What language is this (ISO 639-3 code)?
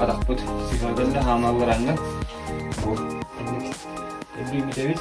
sah